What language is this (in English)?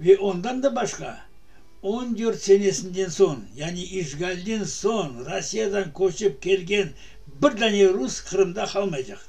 Crimean Tatar